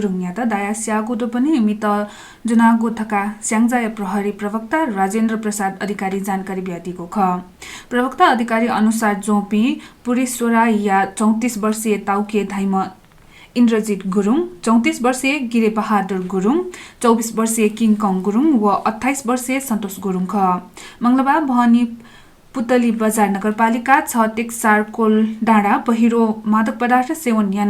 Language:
Newari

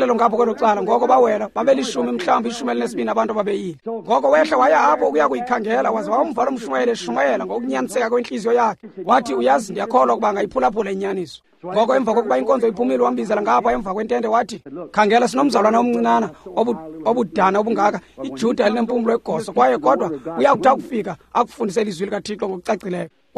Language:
Xhosa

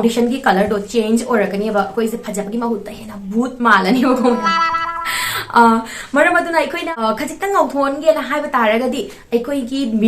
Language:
Manipuri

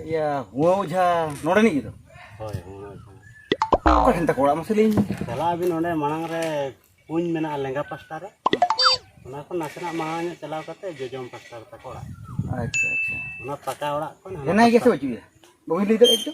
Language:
Santali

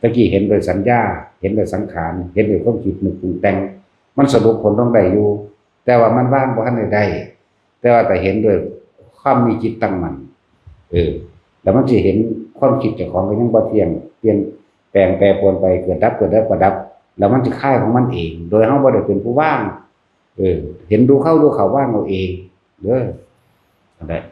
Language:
Northeastern Thai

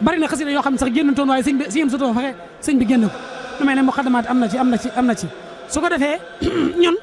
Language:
Wolof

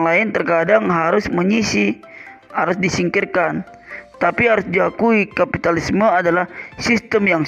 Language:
Indonesian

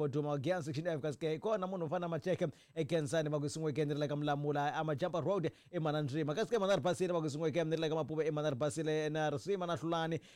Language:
Tsonga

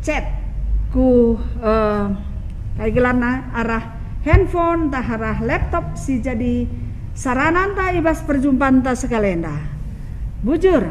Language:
Batak Karo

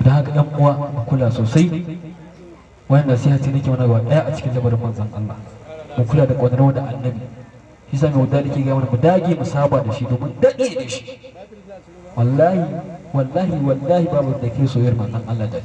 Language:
Hausa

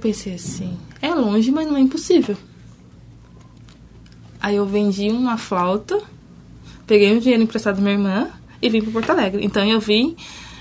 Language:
Portuguese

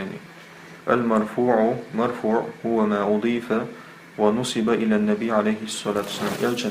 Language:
Chechen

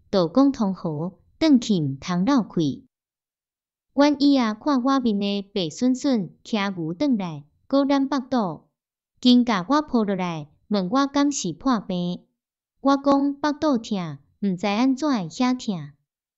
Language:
Min Nan Chinese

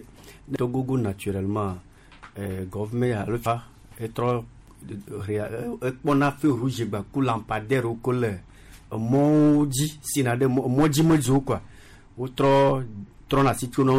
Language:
Gen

